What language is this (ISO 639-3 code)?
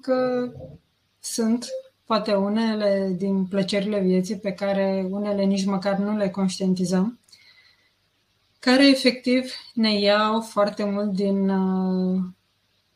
ron